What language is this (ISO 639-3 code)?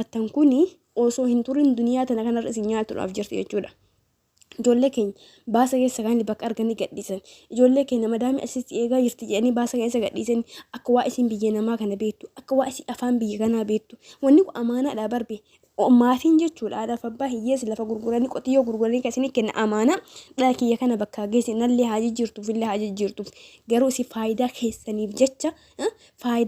orm